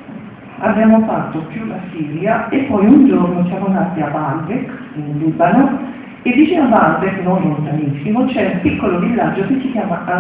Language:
Italian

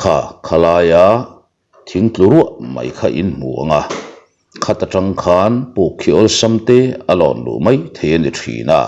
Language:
Mizo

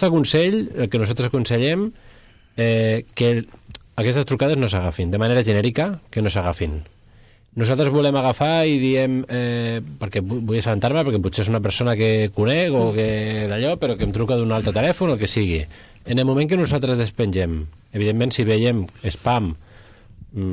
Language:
Catalan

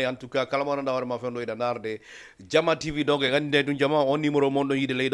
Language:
Fula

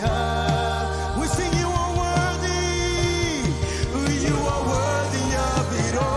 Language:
Marshallese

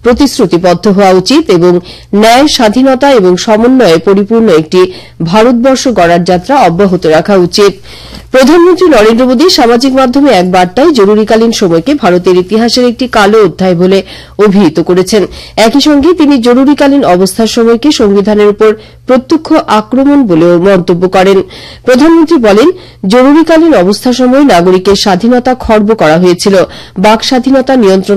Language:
Bangla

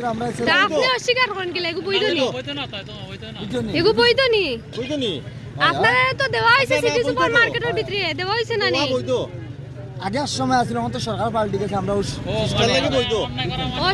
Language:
Sylheti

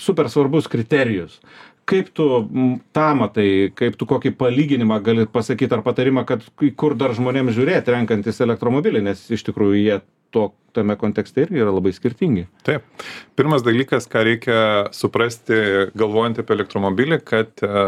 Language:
Lithuanian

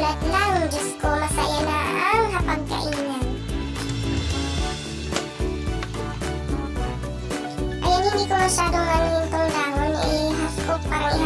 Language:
Filipino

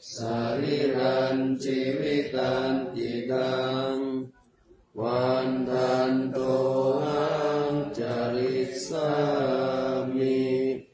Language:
Pali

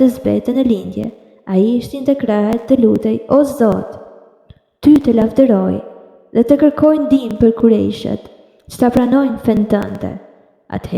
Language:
Albanian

